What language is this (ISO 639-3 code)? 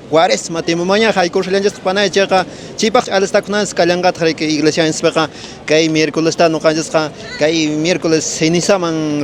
que